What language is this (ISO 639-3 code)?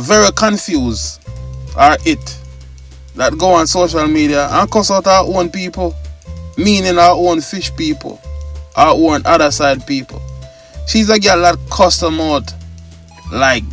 jam